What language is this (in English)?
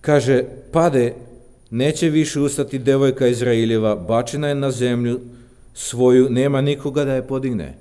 Serbian